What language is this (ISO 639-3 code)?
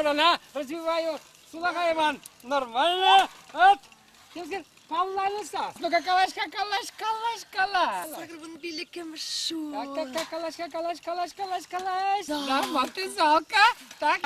chv